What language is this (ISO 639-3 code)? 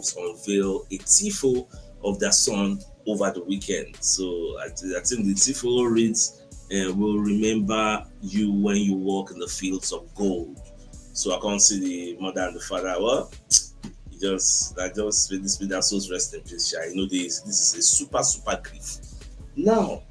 pcm